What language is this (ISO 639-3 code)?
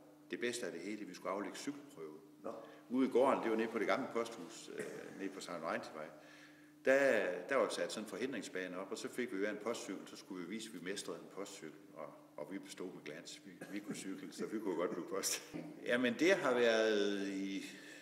dan